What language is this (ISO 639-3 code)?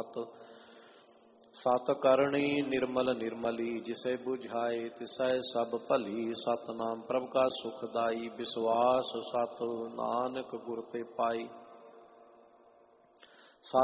pan